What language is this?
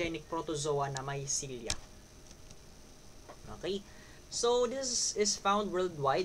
Filipino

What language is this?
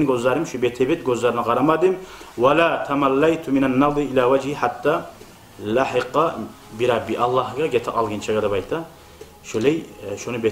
Kumyk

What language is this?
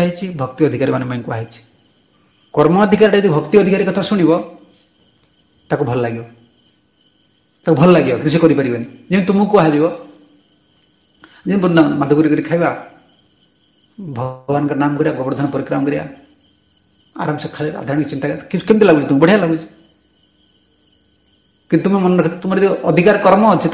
Odia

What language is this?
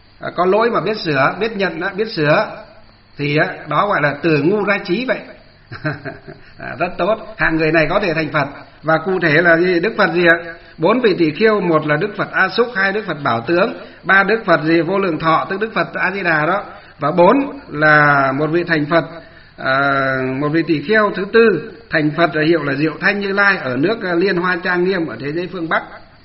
Vietnamese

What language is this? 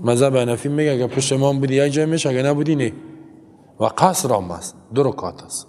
Persian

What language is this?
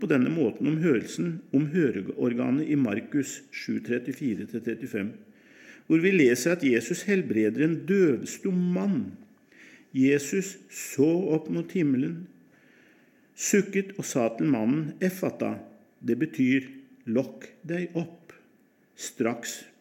Norwegian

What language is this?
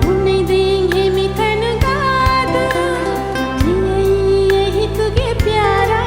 Divehi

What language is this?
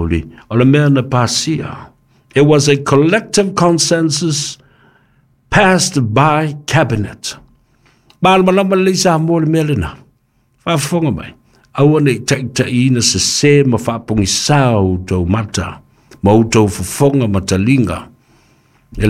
Samoan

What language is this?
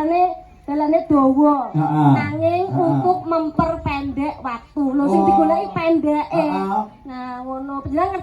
Javanese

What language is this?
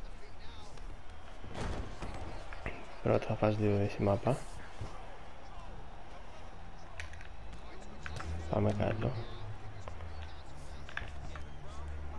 Greek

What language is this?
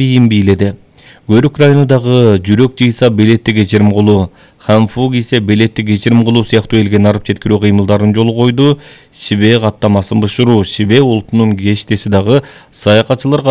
Kyrgyz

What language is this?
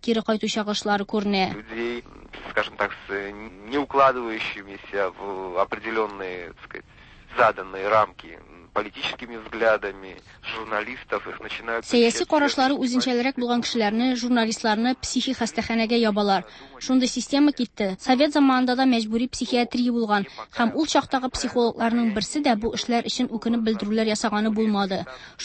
Tatar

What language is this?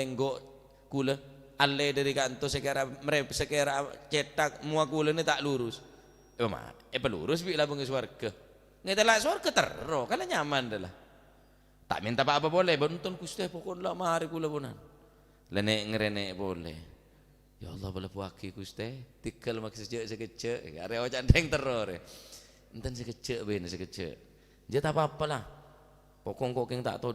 Madurese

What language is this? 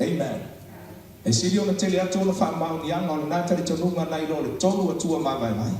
Samoan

